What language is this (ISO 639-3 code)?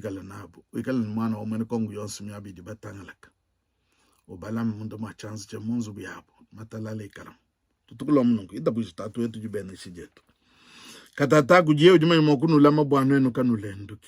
lua